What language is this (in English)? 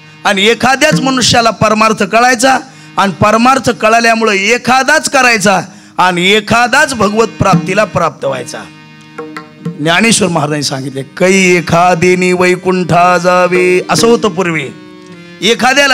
Marathi